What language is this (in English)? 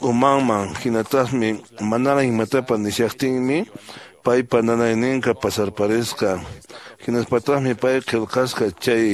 Quechua